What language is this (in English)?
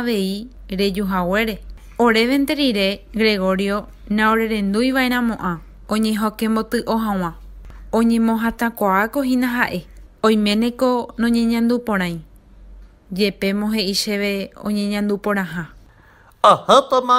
Guarani